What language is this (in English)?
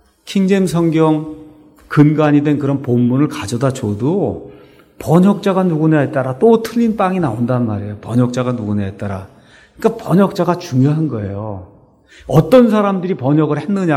Korean